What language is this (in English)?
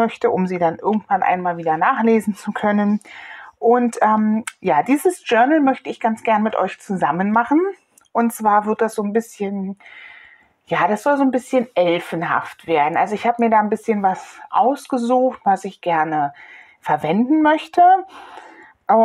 German